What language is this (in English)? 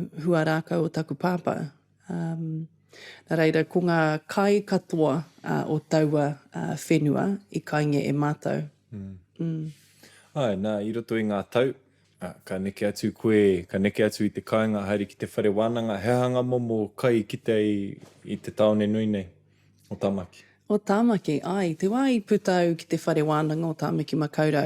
Māori